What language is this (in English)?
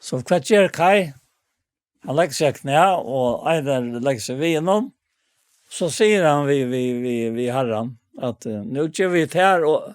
Faroese